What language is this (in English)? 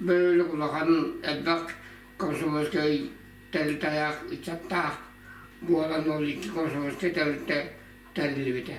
Yakut